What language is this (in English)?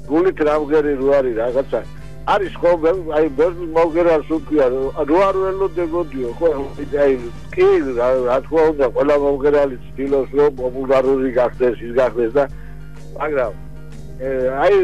Georgian